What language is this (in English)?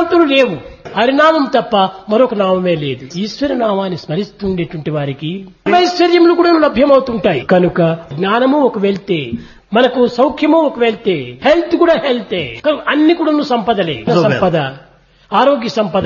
Telugu